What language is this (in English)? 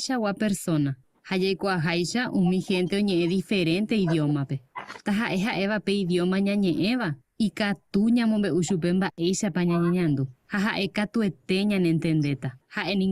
Guarani